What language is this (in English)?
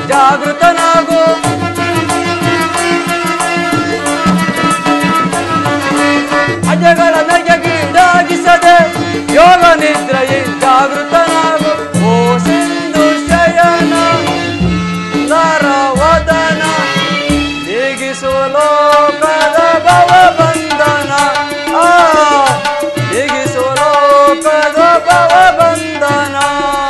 Kannada